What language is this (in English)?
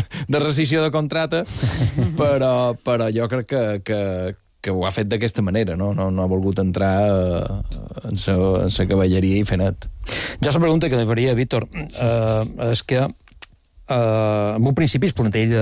Catalan